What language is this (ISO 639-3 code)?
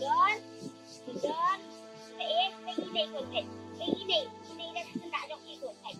kha